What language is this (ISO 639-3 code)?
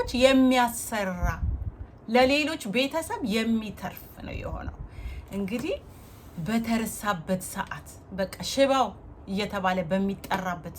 amh